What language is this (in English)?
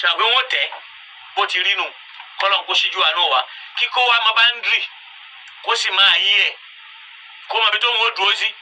Yoruba